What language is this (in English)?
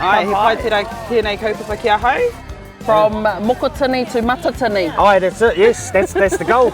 Māori